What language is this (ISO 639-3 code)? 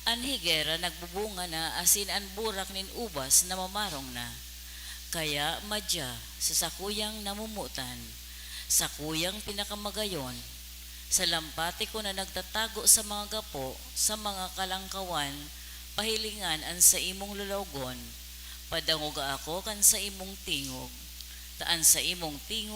bik